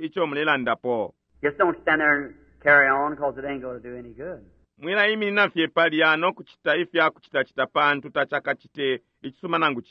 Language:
Bemba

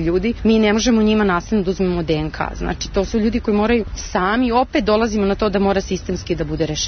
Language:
Serbian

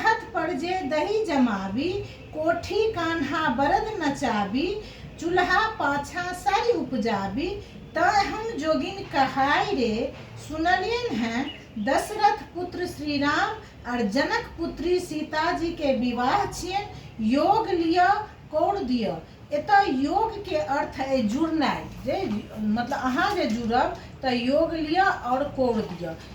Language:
Maithili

